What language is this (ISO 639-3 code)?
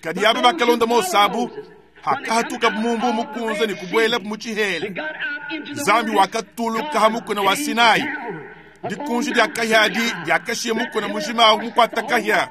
lua